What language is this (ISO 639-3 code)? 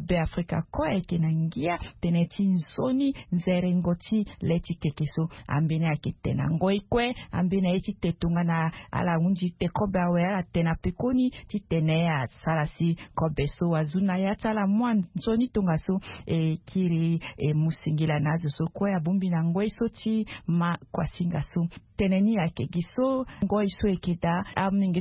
sag